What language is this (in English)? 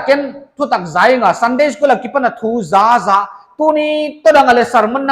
Paite Chin